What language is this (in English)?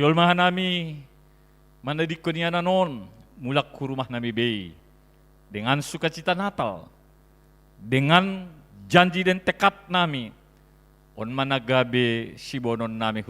Batak Simalungun